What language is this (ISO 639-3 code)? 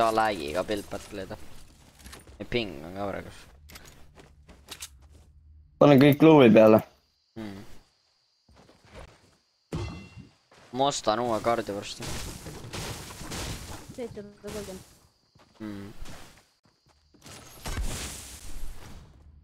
est